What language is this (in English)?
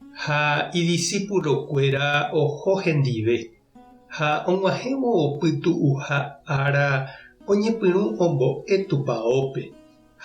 Guarani